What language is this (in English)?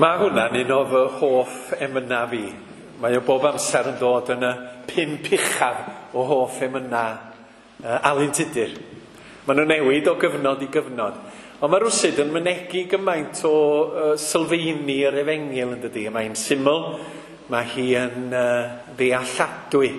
Welsh